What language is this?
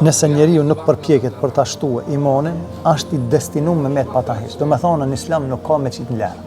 Albanian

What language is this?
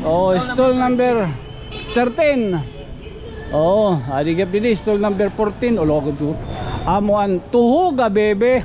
Waray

